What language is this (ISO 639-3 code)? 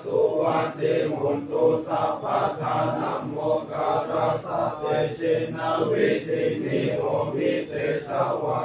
pli